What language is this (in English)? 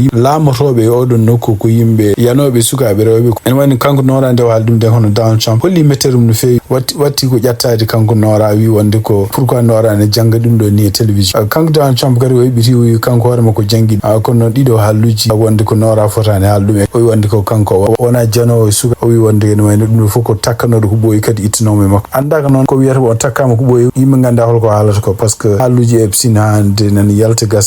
Fula